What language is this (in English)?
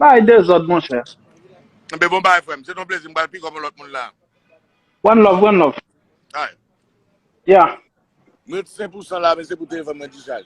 Haitian Creole